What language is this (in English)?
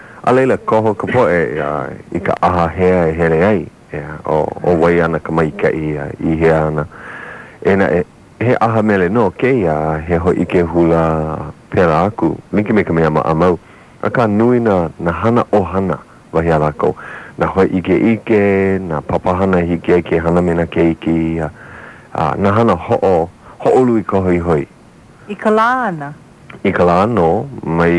Hawaiian